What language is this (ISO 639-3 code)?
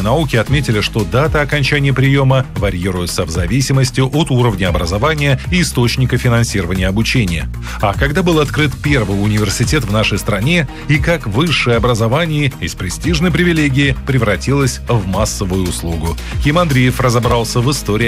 rus